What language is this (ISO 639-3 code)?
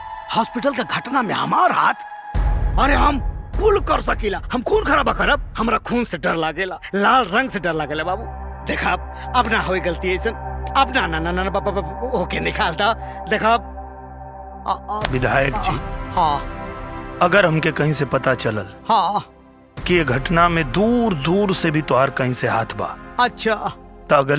bho